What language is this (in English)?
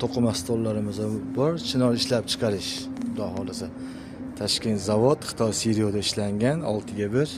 Uzbek